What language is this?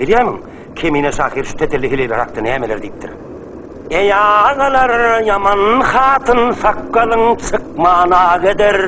Turkmen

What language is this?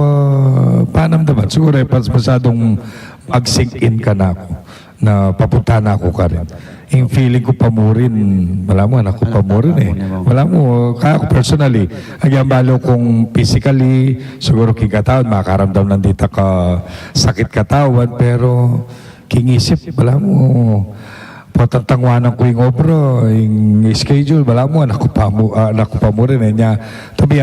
Pampanga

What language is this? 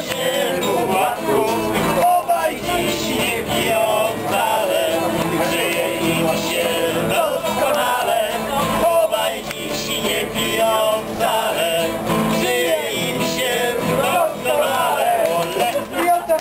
Polish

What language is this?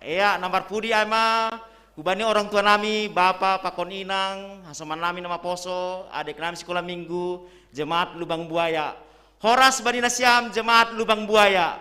Batak Simalungun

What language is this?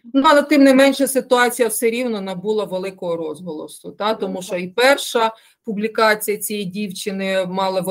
Ukrainian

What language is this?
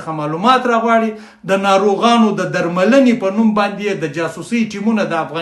Pashto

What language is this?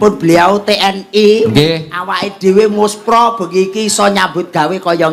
Javanese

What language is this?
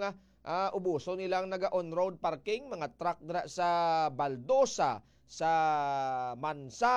Hiligaynon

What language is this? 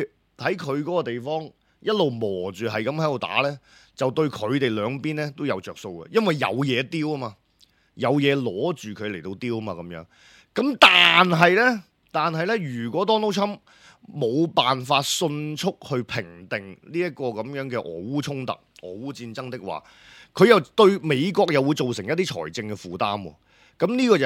Cantonese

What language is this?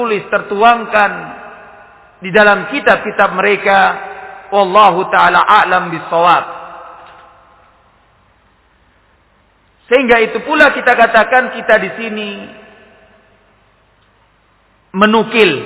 Indonesian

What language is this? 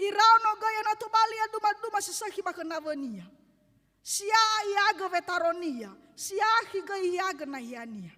Nias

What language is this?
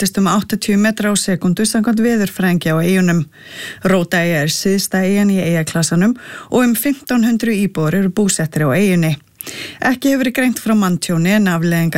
Icelandic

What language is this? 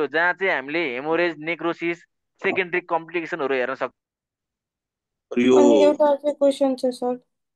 Nepali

